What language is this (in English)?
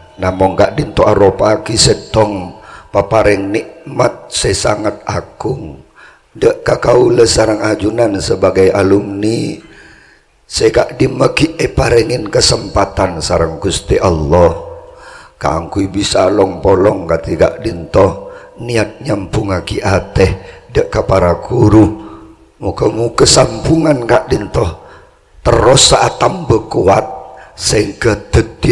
Madurese